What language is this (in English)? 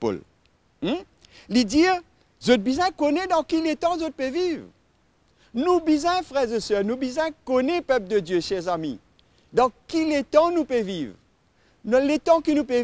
Morisyen